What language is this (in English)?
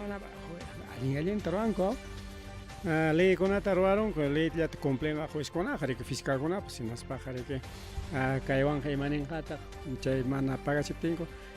Ayacucho Quechua